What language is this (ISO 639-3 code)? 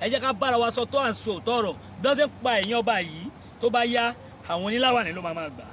yor